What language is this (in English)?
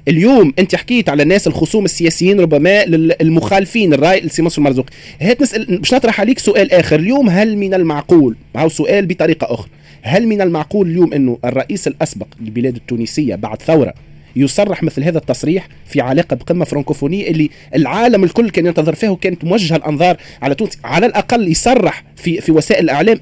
Tunisian Arabic